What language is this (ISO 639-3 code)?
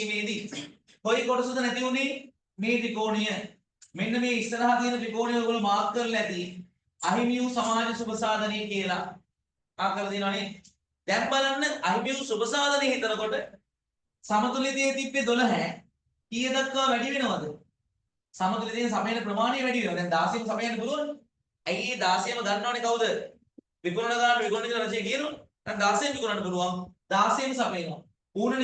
sin